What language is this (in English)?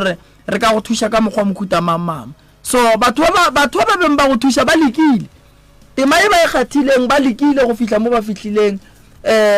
Northern Sotho